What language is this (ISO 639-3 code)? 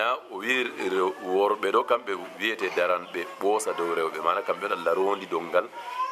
ful